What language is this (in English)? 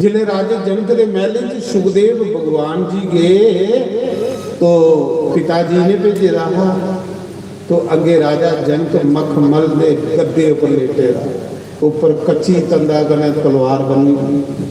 Dogri